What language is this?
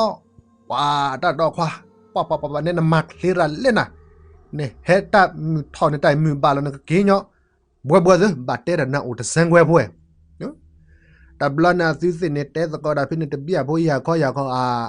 S'gaw Karen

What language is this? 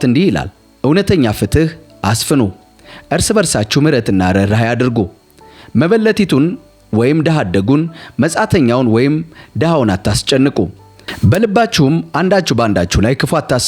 Amharic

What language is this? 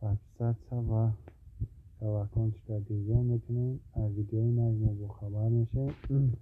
Tajik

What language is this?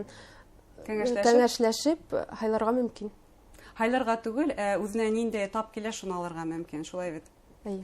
Bashkir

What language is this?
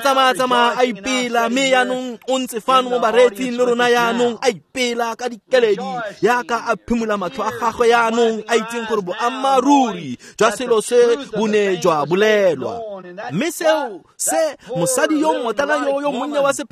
Tswana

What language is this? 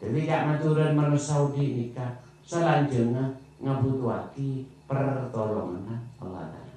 Madurese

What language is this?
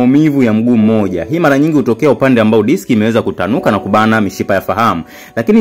Swahili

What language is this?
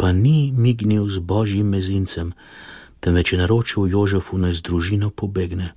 Slovenian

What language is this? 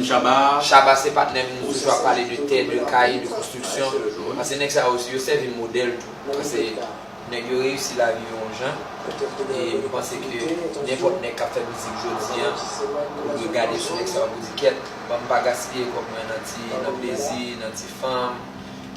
Haitian Creole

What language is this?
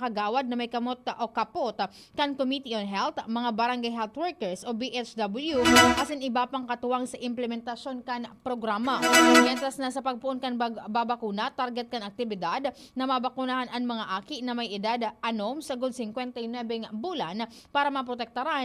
Bikol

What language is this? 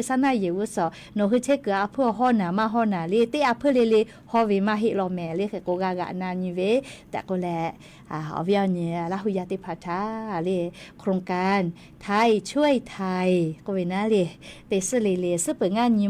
Lahu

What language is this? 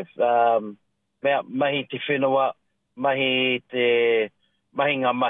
Māori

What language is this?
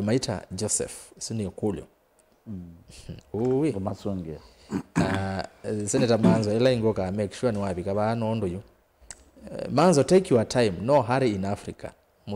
Kamba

